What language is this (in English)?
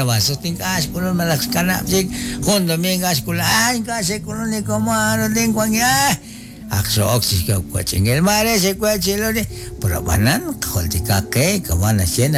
Kekchí